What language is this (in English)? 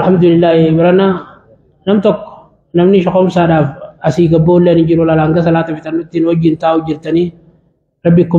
Oromo